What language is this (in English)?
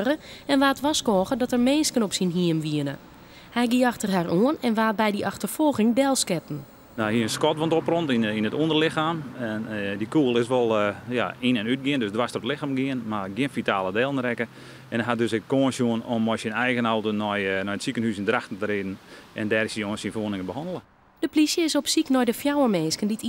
Western Frisian